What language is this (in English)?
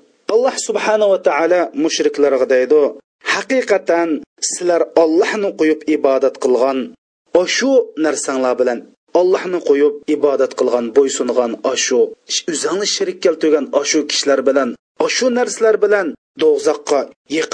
Uyghur